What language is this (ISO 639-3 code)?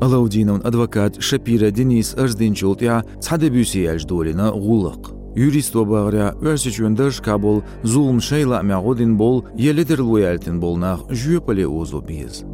che